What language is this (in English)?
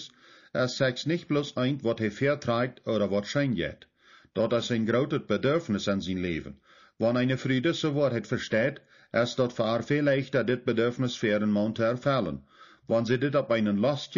Plautdietsch